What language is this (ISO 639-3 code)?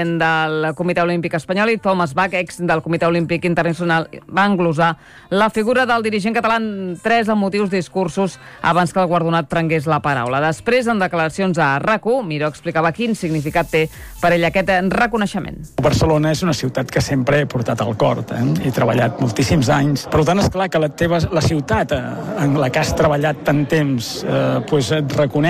cat